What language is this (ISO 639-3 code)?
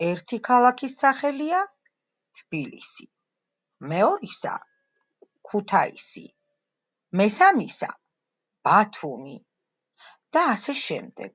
kat